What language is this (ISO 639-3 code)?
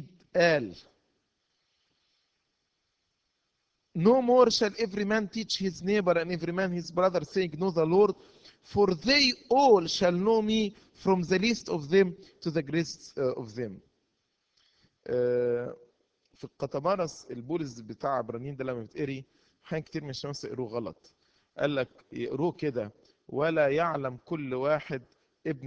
arz